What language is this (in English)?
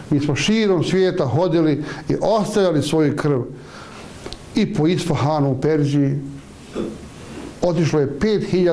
Bosnian